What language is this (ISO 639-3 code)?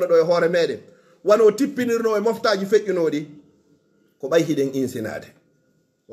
ful